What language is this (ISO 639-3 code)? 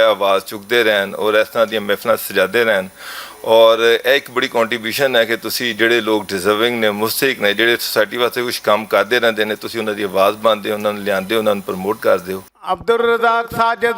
lah